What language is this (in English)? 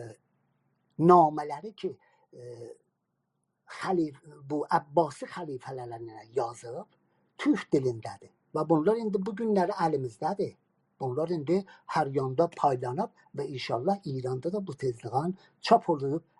South Azerbaijani